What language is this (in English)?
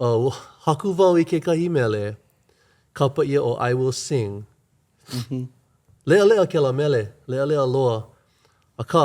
Hawaiian